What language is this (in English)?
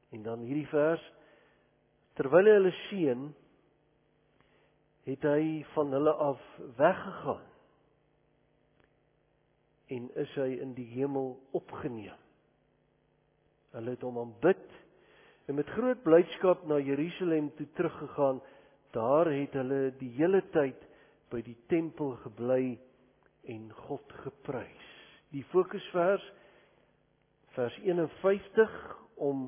Afrikaans